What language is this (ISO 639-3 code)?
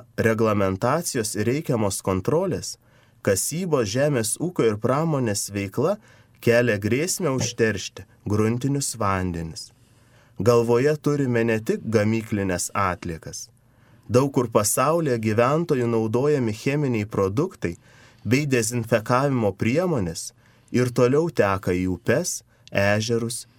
lit